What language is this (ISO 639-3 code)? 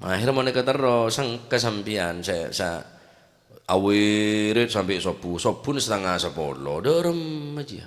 mad